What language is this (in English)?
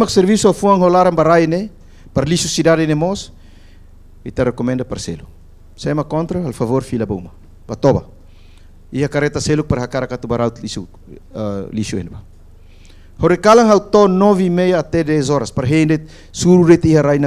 Tetum